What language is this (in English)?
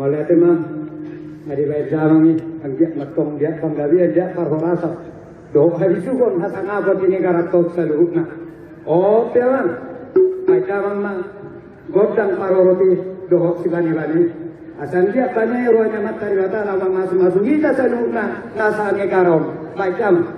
Batak Toba